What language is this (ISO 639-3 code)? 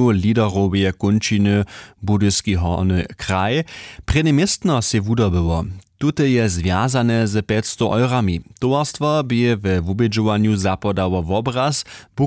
hsb